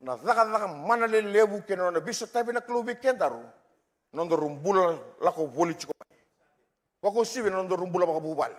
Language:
Fijian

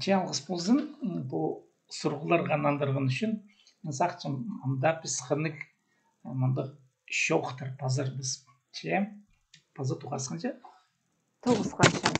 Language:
Khakas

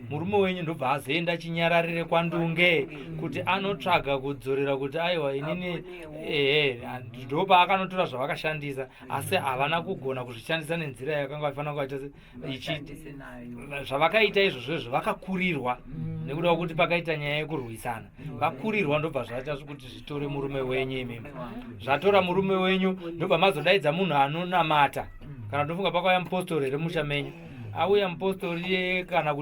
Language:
Shona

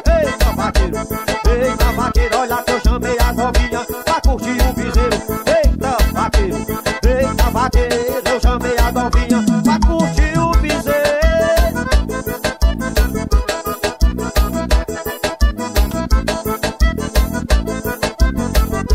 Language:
Portuguese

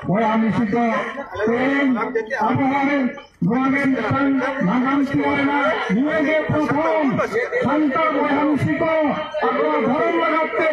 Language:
Santali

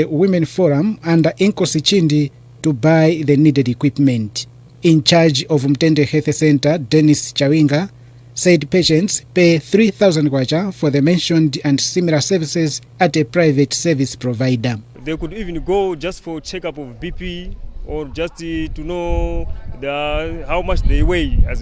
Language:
English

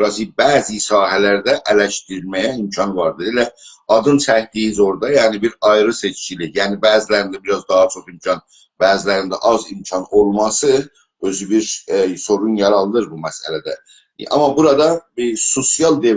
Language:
South Azerbaijani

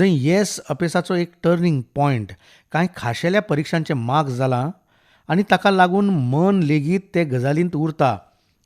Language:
Konkani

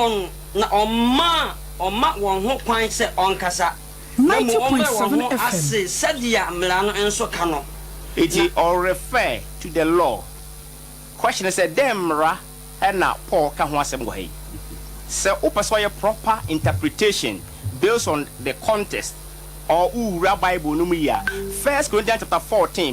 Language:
Akan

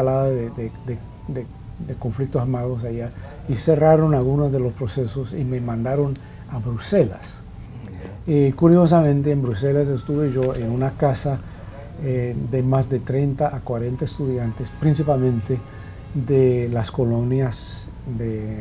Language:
Spanish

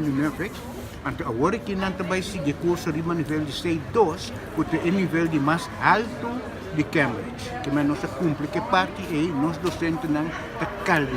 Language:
Papiamento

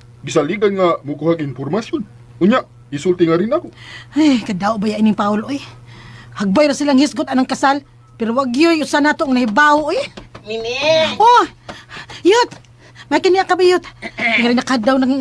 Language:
Cebuano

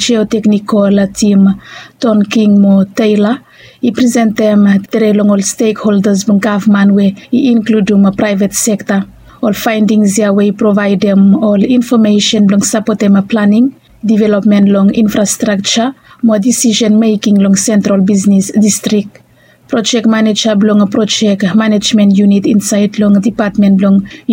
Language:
Bislama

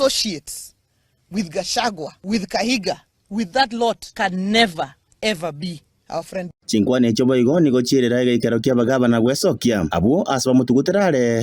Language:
Gusii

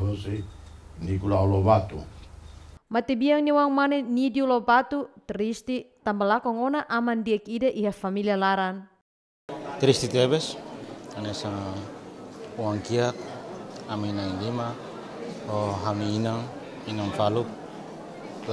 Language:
Tetum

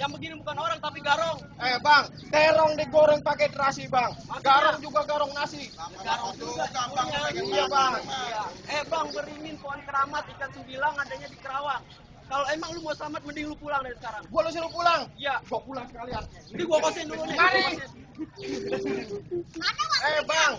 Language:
Betawi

